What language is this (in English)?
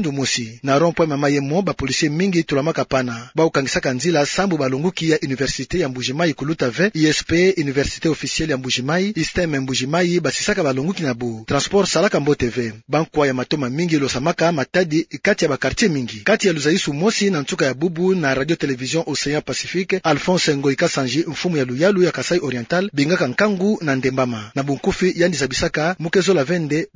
Kituba (Democratic Republic of Congo)